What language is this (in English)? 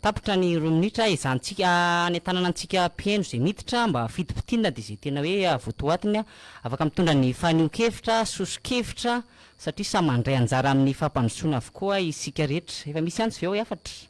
Malagasy